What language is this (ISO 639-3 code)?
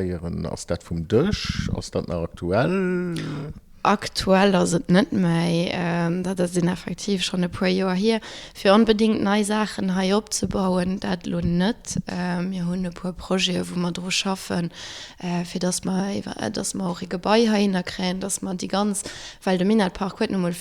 ltz